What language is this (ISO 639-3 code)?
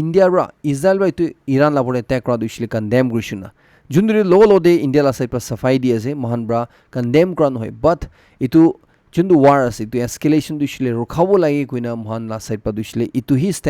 nag